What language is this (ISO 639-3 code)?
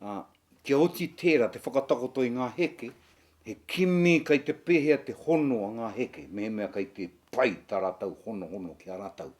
mri